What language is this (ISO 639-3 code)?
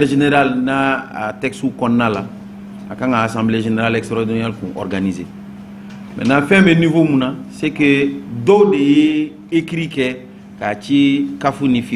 bam